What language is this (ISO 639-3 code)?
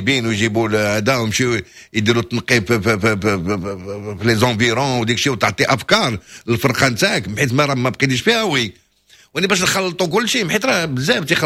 ary